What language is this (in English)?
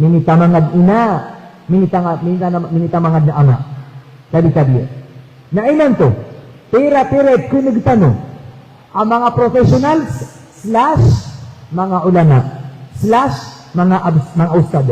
Maranao